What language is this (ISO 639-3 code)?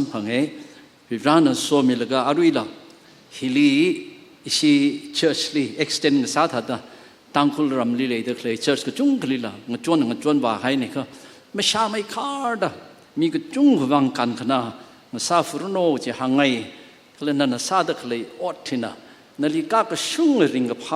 nmf